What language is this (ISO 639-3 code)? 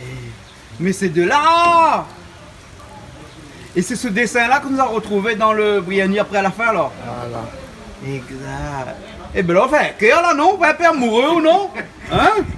rcf